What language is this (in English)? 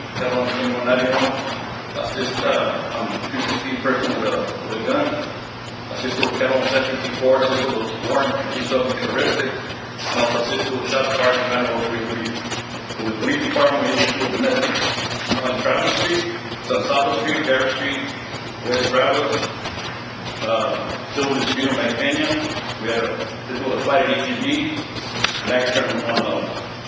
English